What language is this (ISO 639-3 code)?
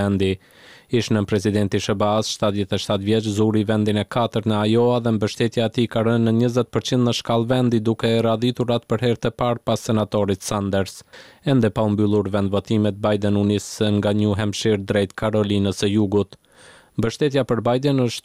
sqi